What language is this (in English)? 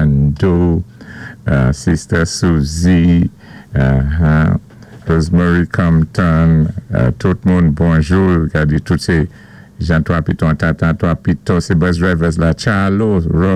Saint Lucian Creole French